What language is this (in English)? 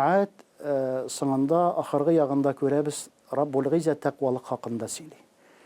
Tatar